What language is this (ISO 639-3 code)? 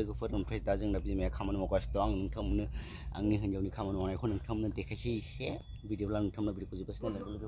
brx